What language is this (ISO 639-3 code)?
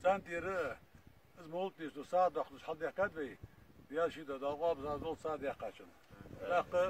inh